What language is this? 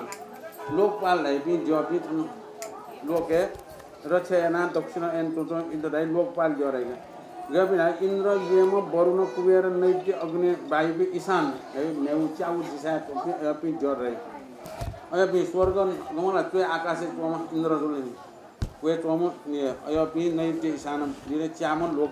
Newari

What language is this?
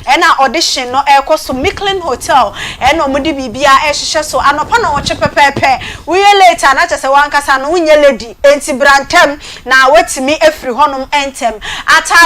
Akan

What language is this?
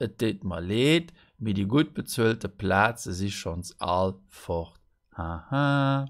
Luxembourgish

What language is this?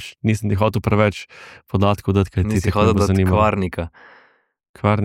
Slovenian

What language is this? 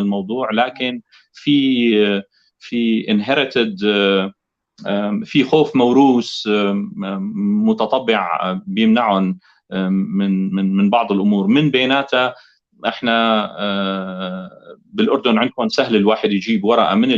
North Levantine Arabic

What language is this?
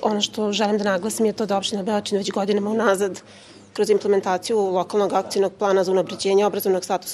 Serbian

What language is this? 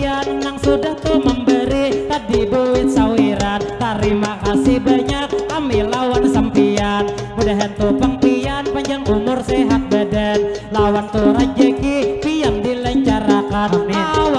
Banjar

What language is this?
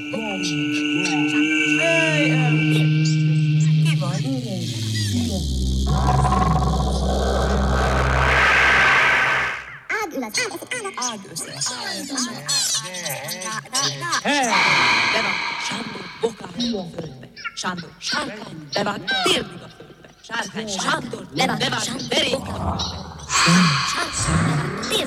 Hungarian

